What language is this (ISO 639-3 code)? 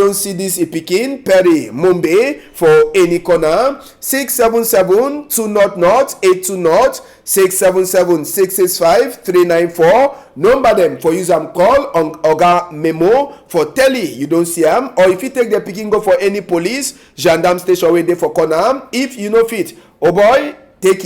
wes